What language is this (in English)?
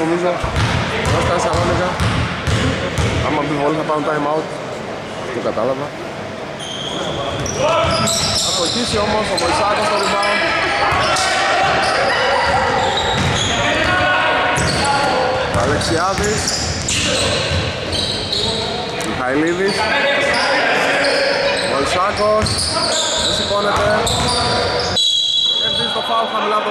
Greek